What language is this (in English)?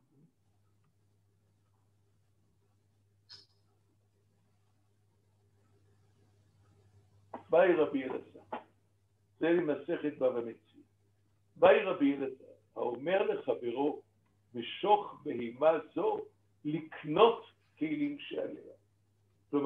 Hebrew